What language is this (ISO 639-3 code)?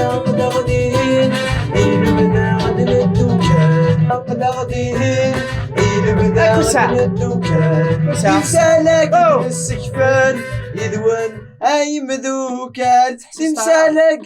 kab